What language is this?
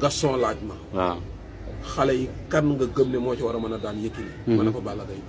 Wolof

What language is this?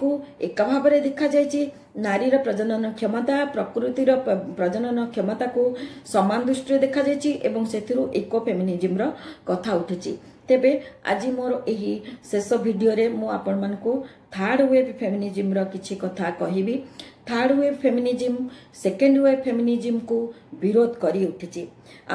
Odia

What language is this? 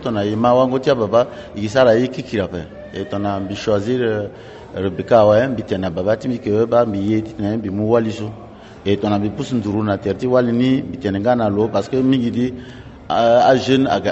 Sango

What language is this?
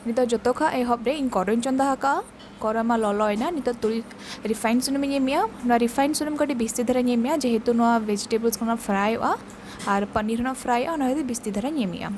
Santali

